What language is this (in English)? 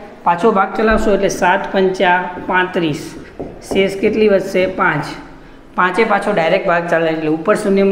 Gujarati